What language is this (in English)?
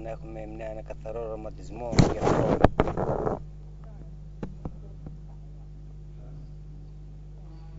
Greek